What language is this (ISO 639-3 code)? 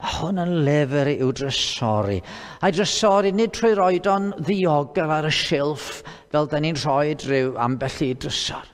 cym